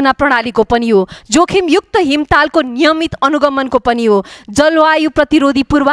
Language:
Nepali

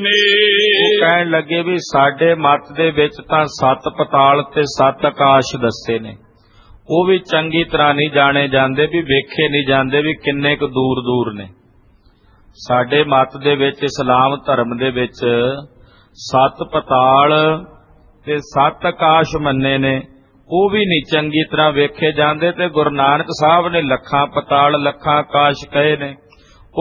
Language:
Punjabi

